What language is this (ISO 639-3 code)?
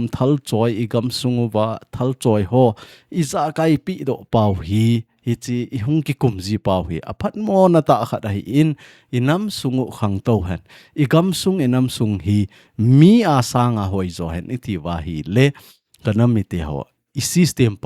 tcz